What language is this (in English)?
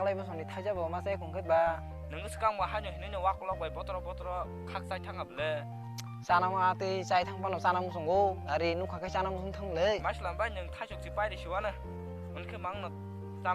Kok Borok